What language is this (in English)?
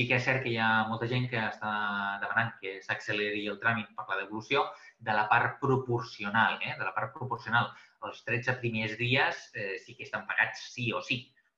Catalan